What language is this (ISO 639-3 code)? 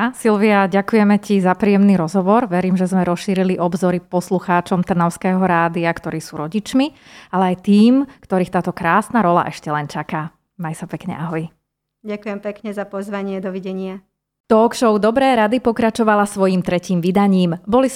slk